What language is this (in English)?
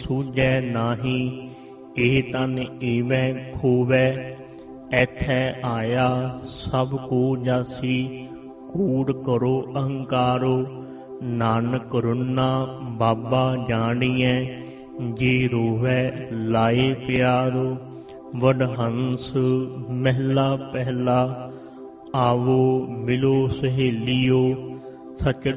Punjabi